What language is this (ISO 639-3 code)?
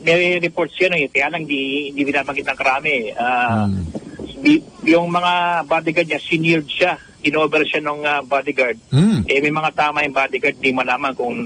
fil